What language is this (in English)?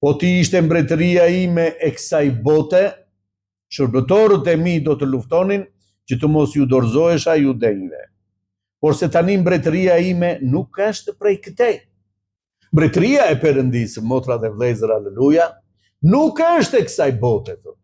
Albanian